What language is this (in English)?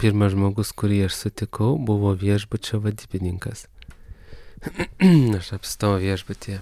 Lithuanian